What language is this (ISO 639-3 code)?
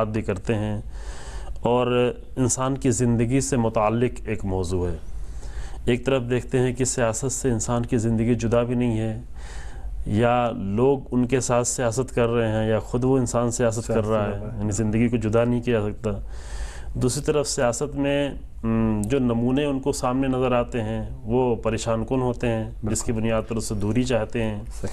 urd